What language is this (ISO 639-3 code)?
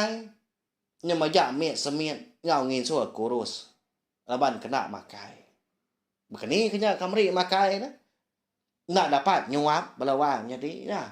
iba